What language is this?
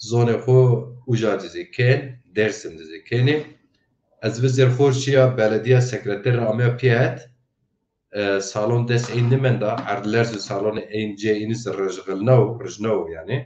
Zaza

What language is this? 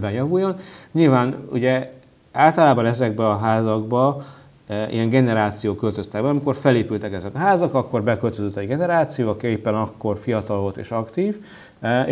Hungarian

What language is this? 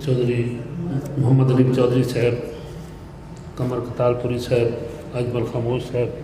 Saraiki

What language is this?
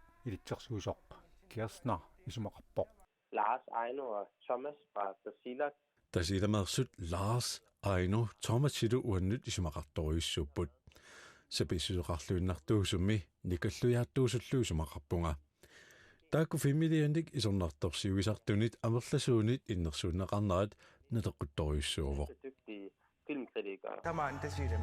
Kalaallisut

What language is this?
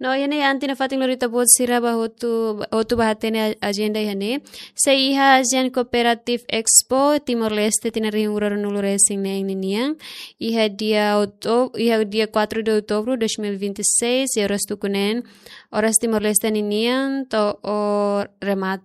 Tetum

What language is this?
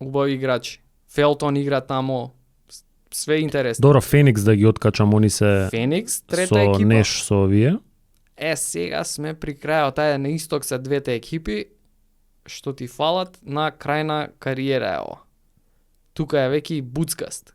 Macedonian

